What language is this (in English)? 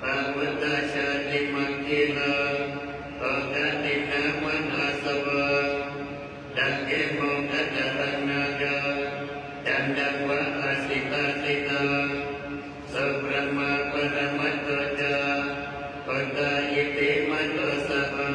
Pali